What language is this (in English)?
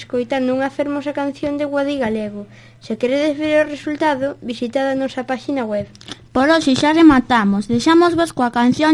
Galician